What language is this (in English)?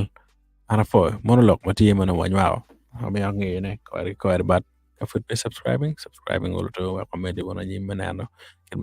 Acoli